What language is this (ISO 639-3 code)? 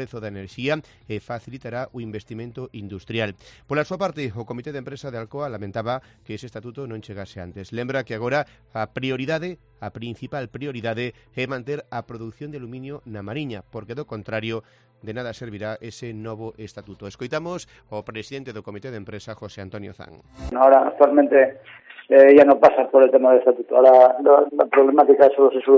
glg